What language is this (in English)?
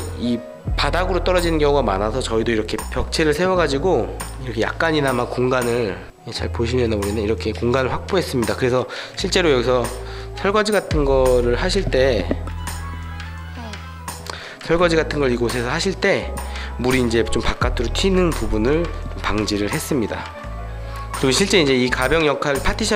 Korean